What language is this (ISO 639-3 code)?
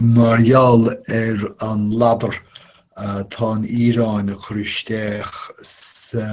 gle